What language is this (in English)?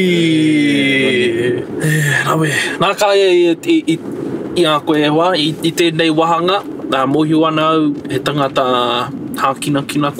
Māori